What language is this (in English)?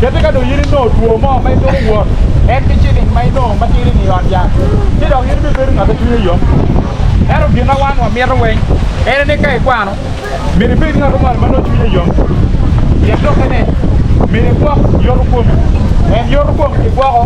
Acoli